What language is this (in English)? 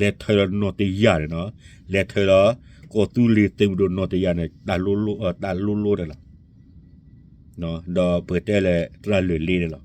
S'gaw Karen